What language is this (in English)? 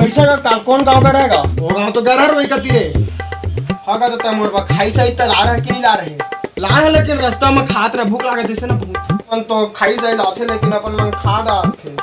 Chhattisgarhi